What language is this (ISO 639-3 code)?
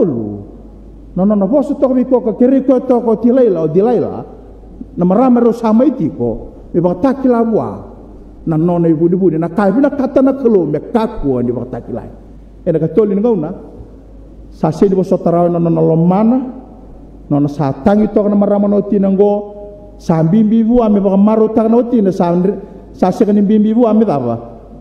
fij